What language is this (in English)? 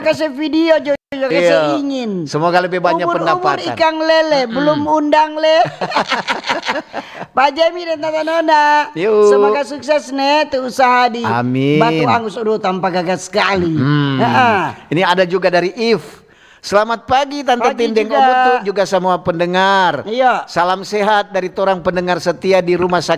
Manado Malay